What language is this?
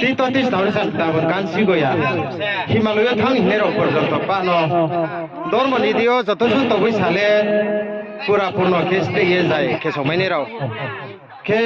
Riang (India)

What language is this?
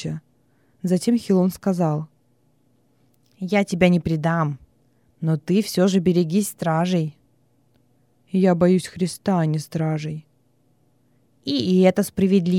Russian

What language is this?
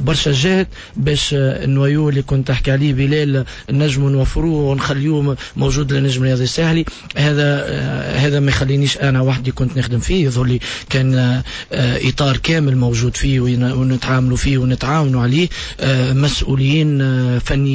Tunisian Arabic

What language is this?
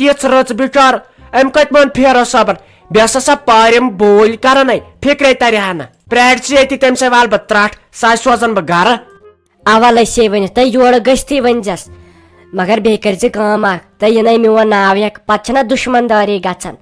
Kashmiri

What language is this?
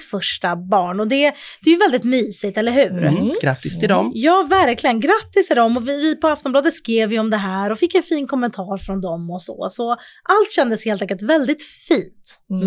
Swedish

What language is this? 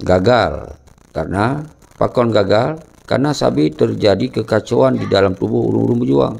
Achinese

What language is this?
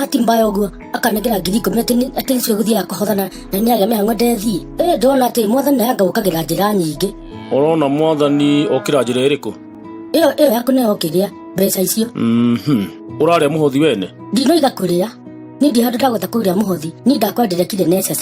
Kikuyu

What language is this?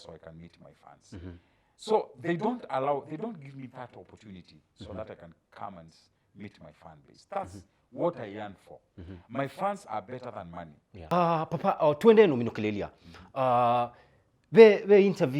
Kamba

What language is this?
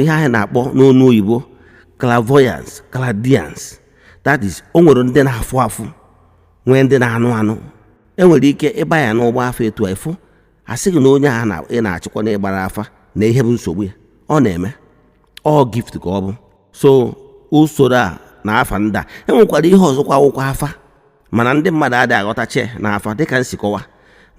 Igbo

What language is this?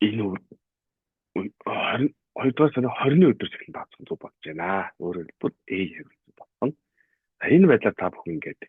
Mongolian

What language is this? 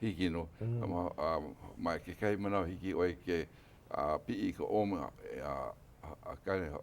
Hawaiian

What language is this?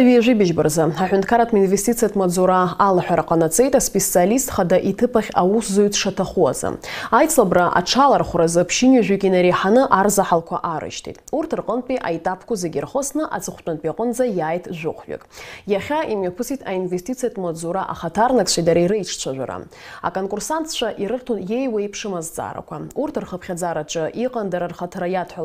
Abkhazian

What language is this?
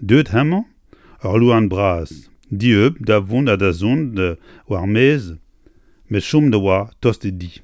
Breton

